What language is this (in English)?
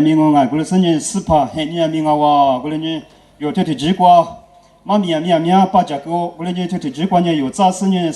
Lisu